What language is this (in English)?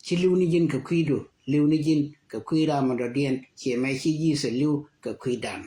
Nuer